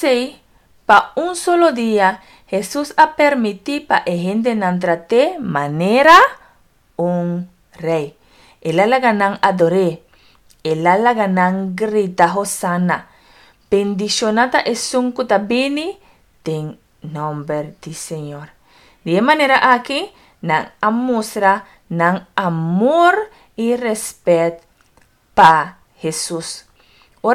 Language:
Papiamento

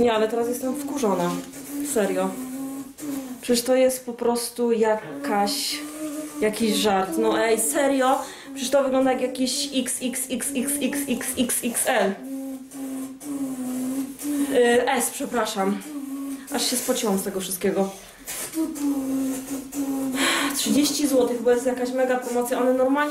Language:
Polish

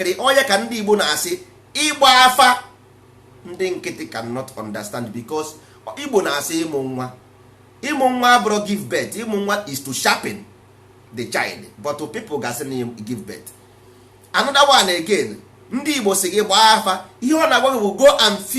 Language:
Igbo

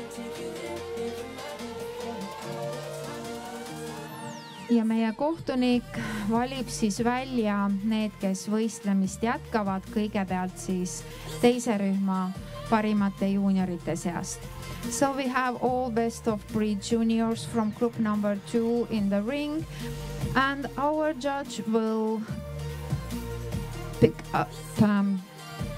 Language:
Estonian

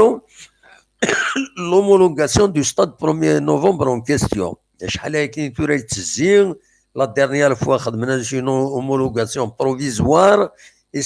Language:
Kabyle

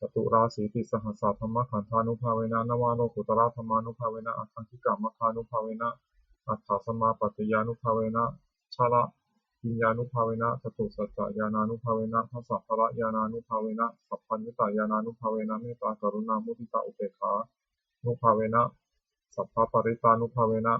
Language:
Pali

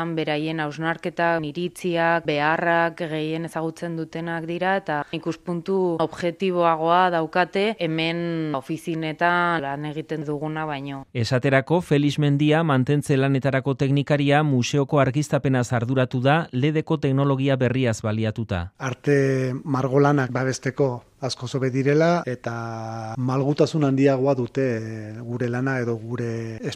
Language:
Basque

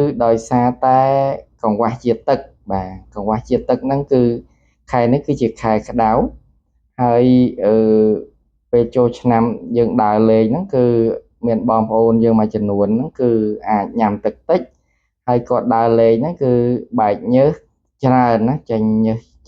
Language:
Khmer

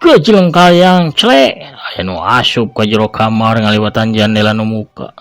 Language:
Sundanese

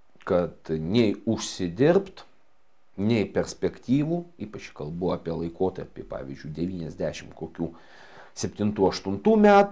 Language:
Lithuanian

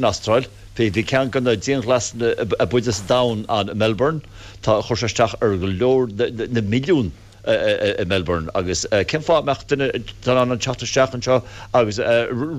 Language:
Irish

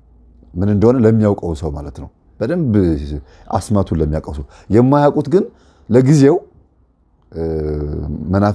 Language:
Amharic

